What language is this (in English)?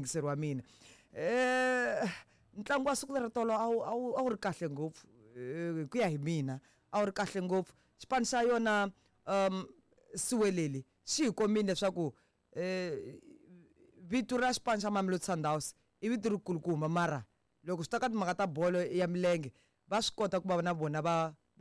Tsonga